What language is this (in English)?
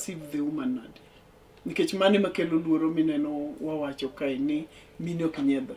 Luo (Kenya and Tanzania)